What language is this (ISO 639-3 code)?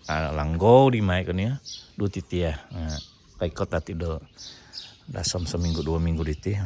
dtp